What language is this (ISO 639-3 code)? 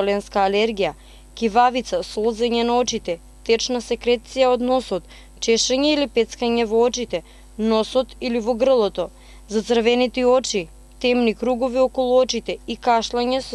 mkd